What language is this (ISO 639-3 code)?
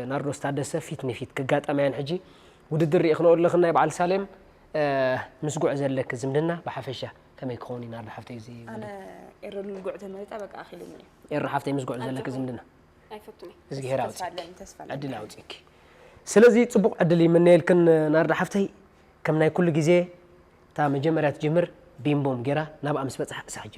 tir